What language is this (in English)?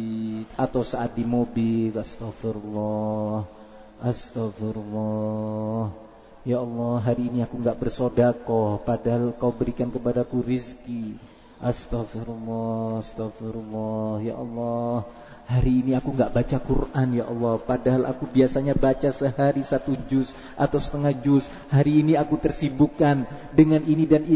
Indonesian